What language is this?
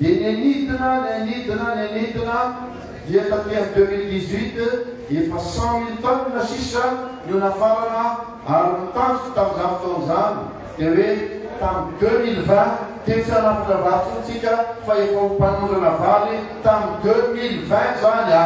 Malagasy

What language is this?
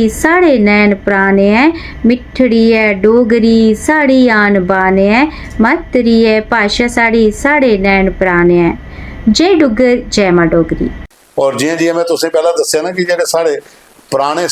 Dogri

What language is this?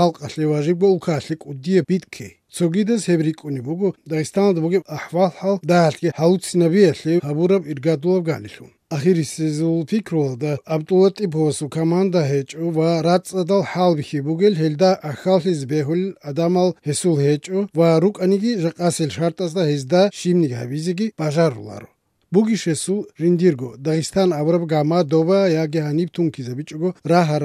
Avaric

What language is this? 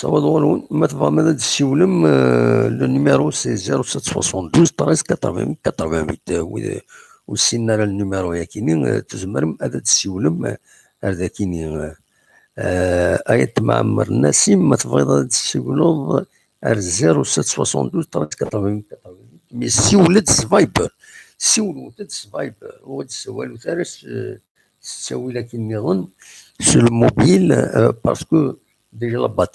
Kabyle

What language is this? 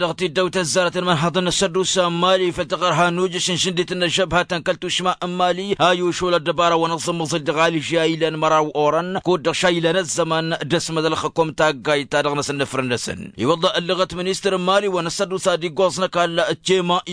Tamasheq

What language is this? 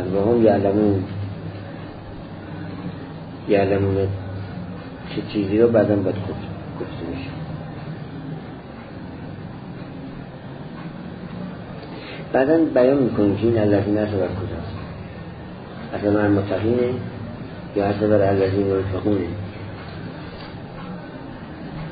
Persian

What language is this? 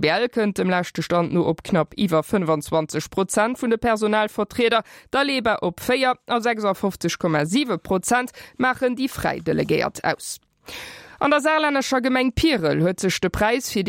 Luxembourgish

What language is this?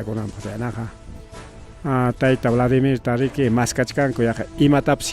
Ayacucho Quechua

